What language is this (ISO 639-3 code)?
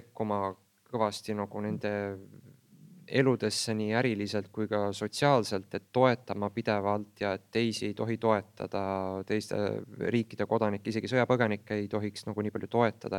est